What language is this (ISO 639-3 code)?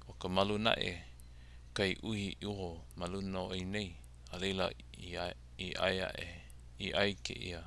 haw